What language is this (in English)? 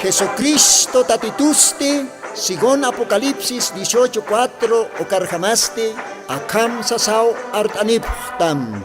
Aymara